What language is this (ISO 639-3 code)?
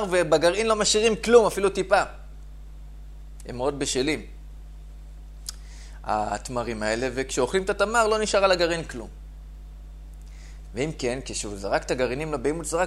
heb